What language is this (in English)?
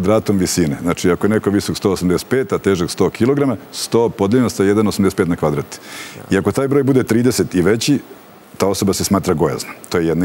Serbian